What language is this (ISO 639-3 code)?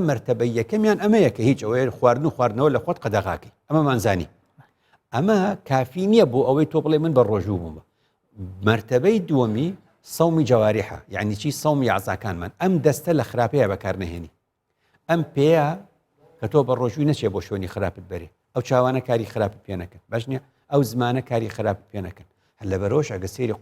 ckb